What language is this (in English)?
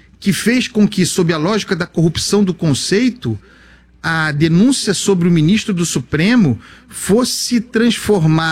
Portuguese